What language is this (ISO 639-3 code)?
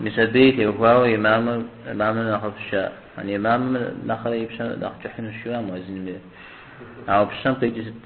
kbd